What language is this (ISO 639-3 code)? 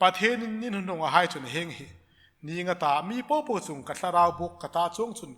hmr